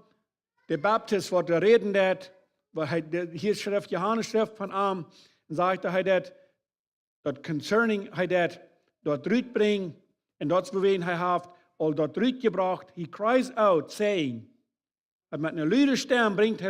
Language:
Plautdietsch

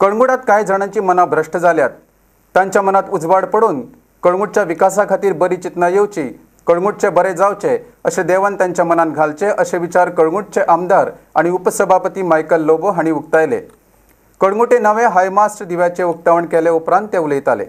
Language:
Konkani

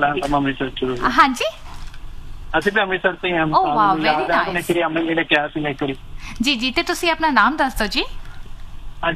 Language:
Punjabi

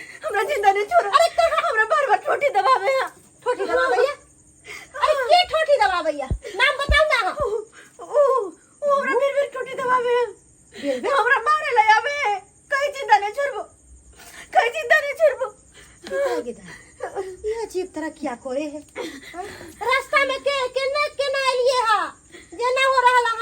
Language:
Maithili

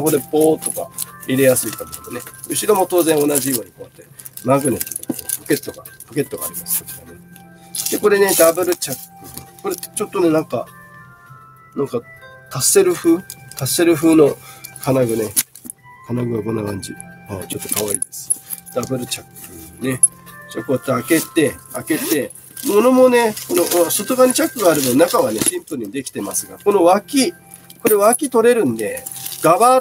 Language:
Japanese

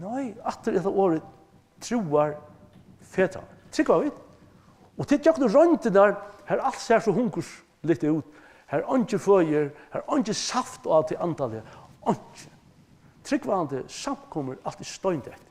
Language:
Faroese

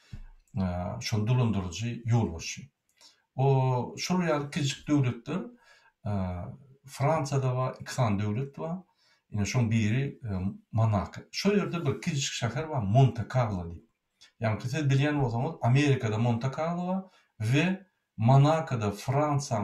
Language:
Turkmen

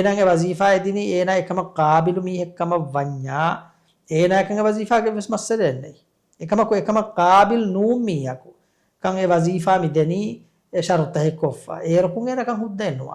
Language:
Divehi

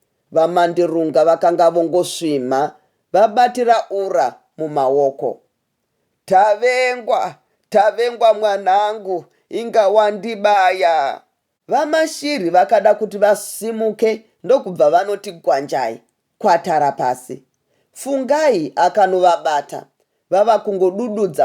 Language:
Shona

